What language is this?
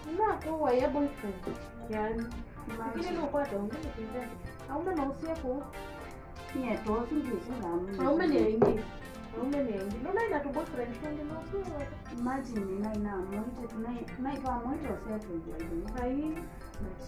Kamba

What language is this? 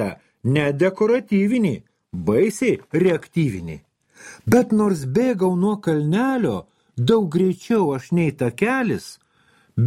Lithuanian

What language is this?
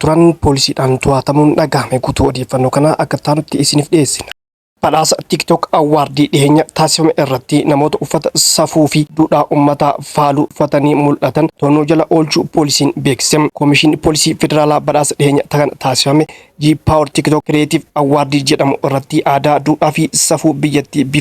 Oromo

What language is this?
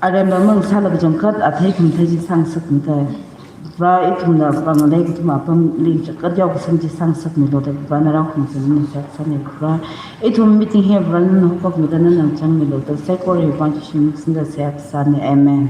Tangkhul Naga (India)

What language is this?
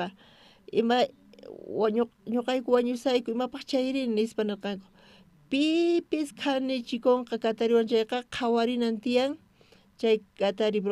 South Bolivian Quechua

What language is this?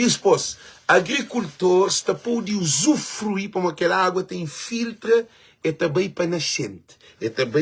Kabuverdianu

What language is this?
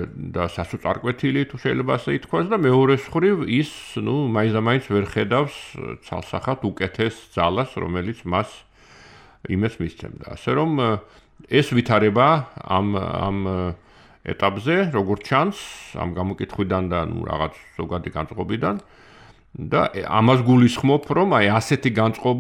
Georgian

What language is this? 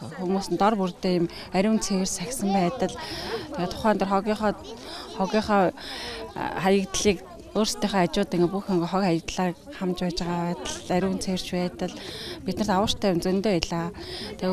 Mongolian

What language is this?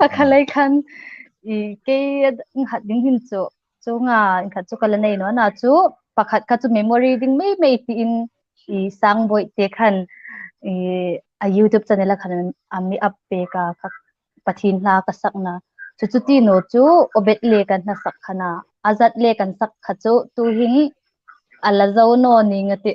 Hmar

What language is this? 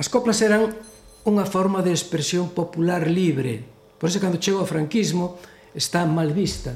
Galician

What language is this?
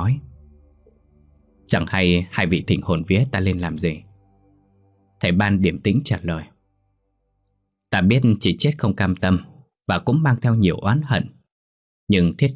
Vietnamese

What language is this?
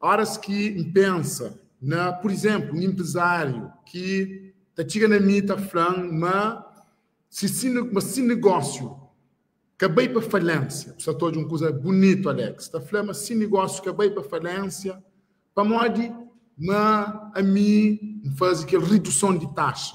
Kabuverdianu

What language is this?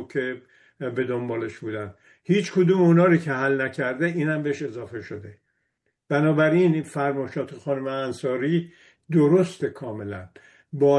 Persian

